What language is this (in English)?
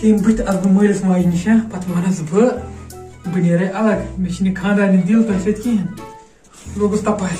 Kashmiri